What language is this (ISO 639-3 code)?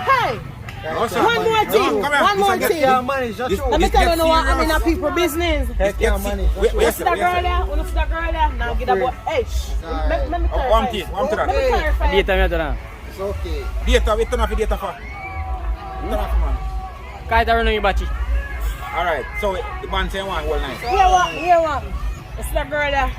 jam